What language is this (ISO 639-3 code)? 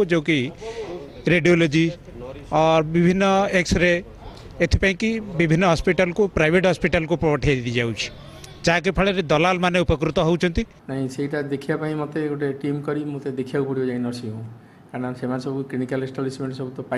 ori